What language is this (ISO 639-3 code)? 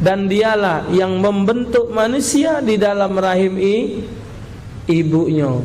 mui